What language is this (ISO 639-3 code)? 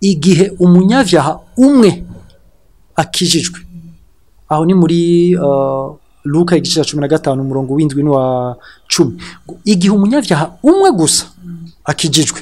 run